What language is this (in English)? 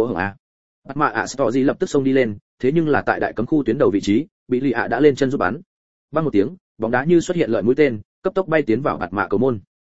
Vietnamese